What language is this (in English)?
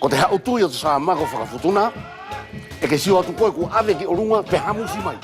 Wallisian